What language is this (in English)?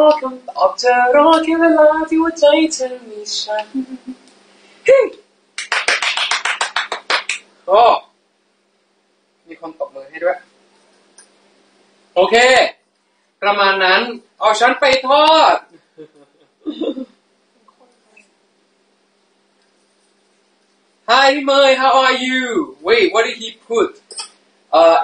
Thai